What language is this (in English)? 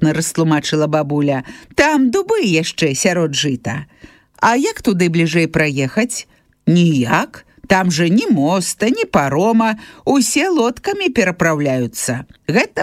Belarusian